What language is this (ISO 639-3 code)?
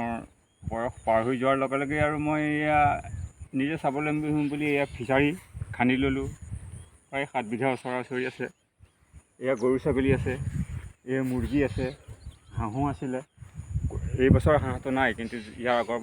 asm